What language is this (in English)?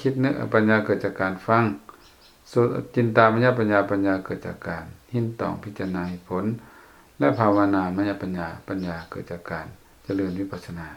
Lao